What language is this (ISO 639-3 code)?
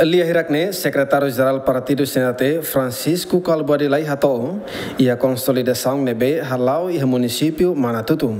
tet